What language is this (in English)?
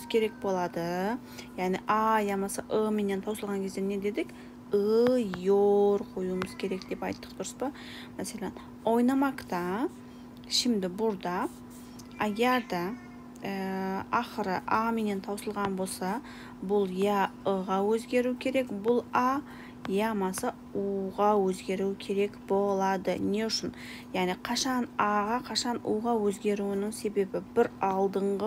Kara-Kalpak